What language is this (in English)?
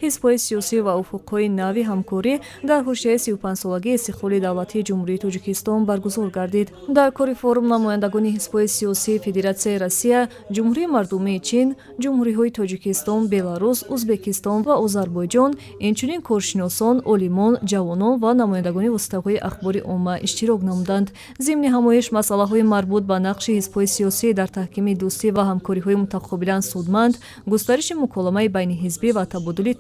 Tajik